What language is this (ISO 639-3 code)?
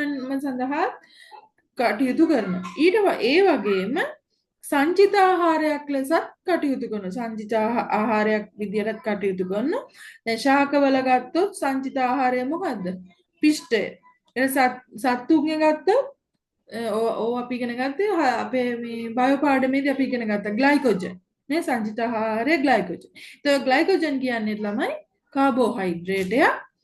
sin